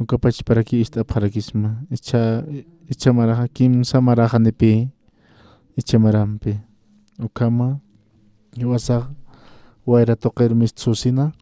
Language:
Aymara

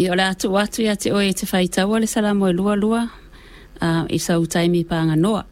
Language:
Samoan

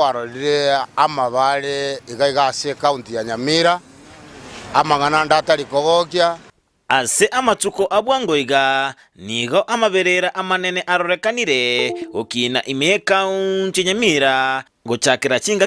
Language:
Gusii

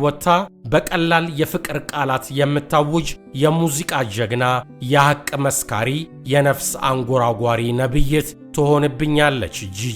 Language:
Amharic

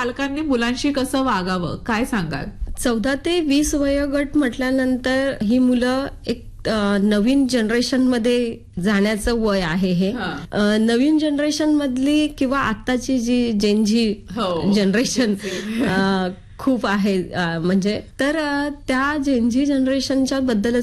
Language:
Marathi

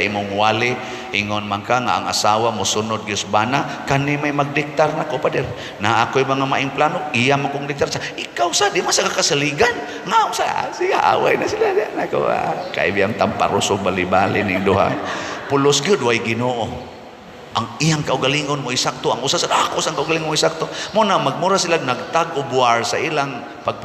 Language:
Cebuano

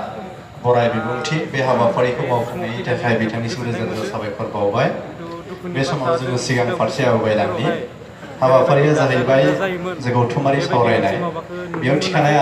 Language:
Bodo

